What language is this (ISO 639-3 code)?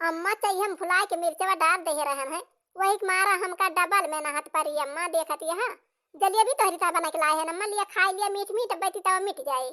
awa